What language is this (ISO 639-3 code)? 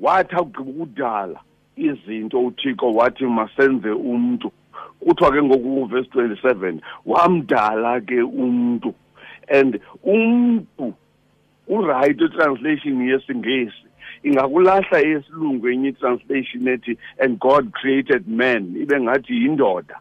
xho